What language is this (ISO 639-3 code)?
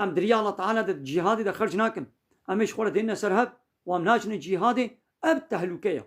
kur